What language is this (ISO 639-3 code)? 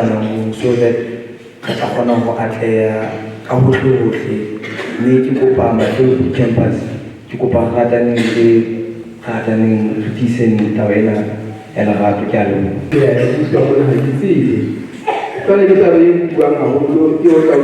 sot